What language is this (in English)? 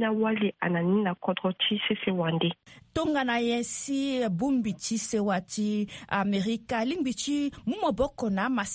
Sango